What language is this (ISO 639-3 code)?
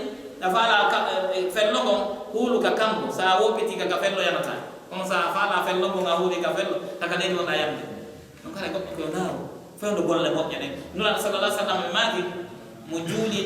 fuf